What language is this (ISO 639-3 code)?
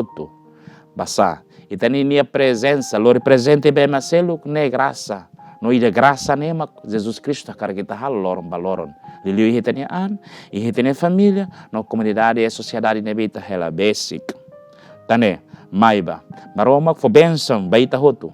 tet